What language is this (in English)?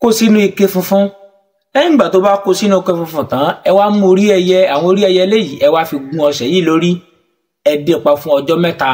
Yoruba